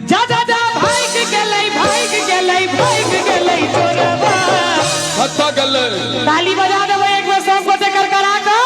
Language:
Maithili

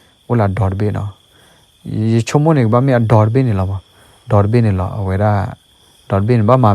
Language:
S'gaw Karen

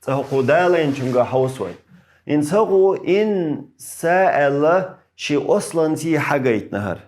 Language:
Chechen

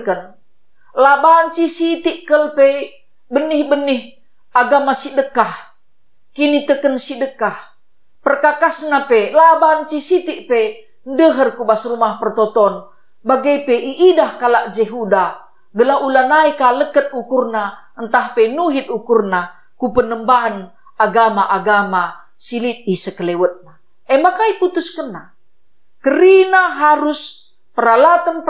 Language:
Batak Karo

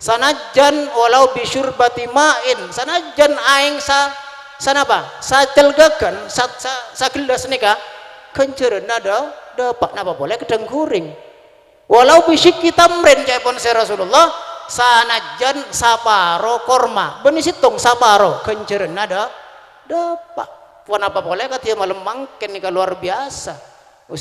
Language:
Madurese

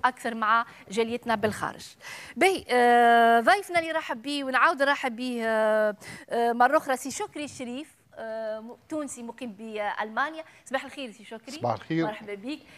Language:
Tunisian Arabic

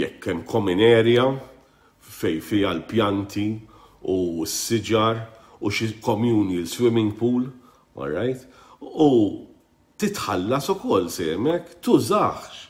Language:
Maltese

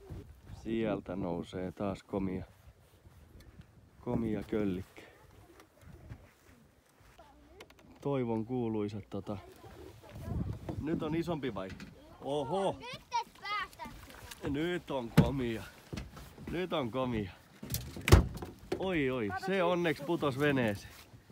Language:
Finnish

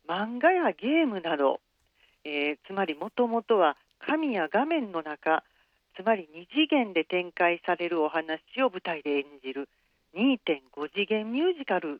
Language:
Japanese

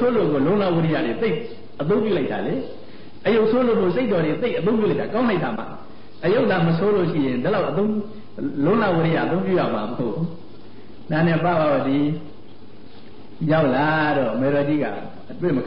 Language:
Burmese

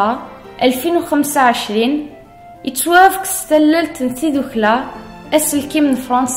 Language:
Kabyle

